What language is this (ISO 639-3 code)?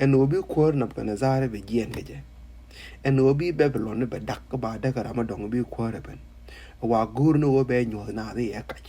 nus